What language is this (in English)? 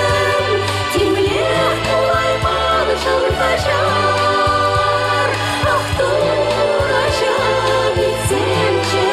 Chuvash